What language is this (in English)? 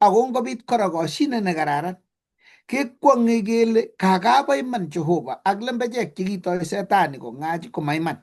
Kalenjin